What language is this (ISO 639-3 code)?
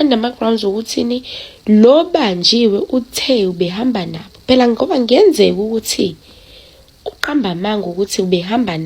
zul